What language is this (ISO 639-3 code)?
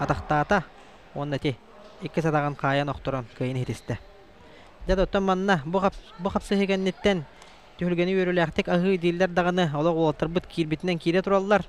sah